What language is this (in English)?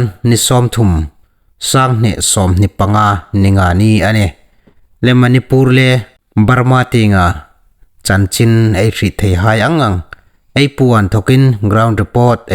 Hmar